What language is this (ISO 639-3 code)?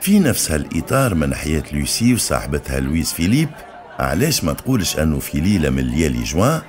aeb